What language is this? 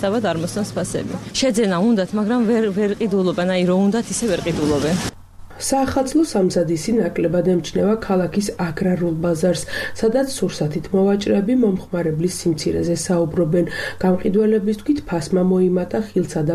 Georgian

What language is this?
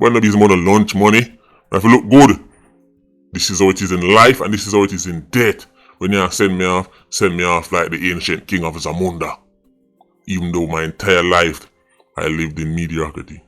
Jamaican Creole English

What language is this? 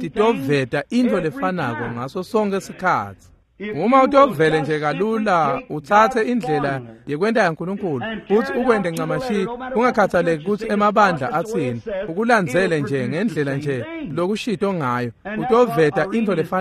Swati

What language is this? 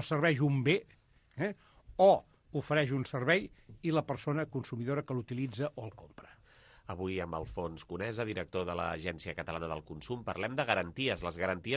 Catalan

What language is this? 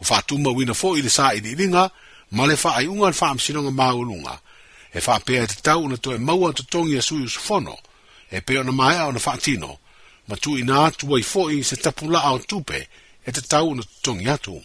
Samoan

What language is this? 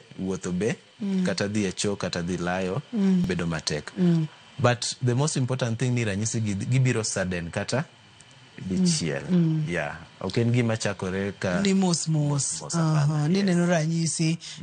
Luo (Kenya and Tanzania)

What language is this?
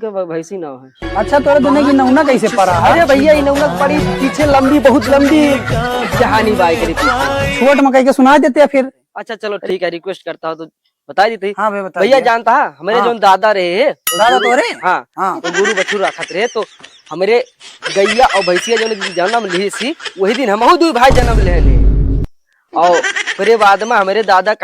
Awadhi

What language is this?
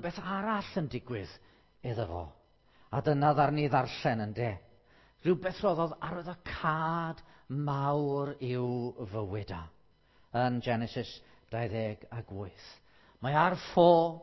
Welsh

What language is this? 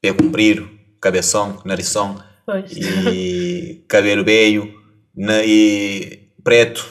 Kabuverdianu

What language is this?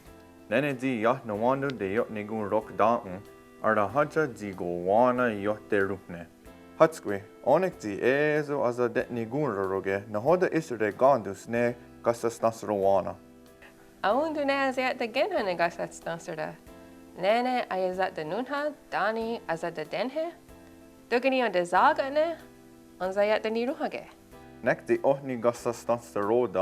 Mohawk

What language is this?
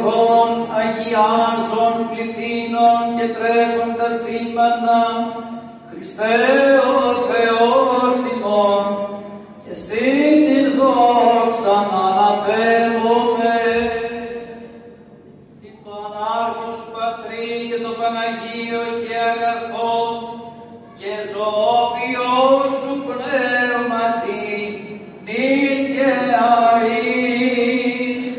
Greek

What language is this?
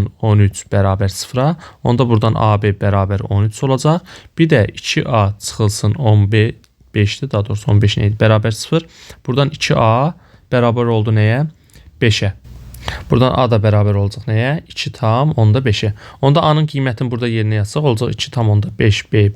Azerbaijani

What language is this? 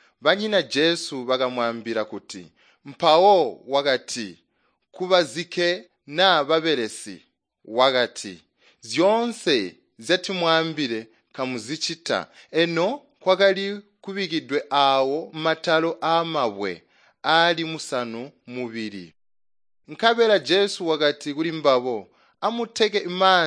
Tonga (Zambia)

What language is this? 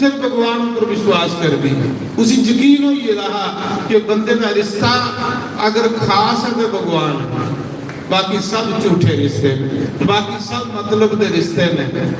Dogri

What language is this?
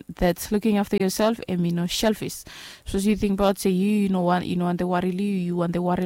Bislama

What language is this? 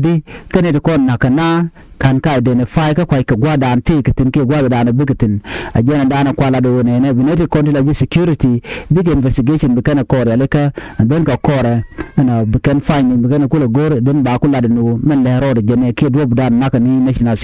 Nuer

